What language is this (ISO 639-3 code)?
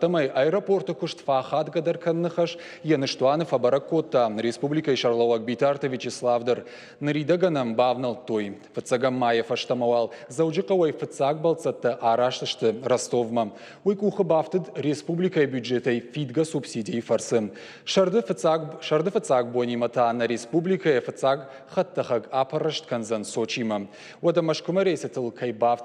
oss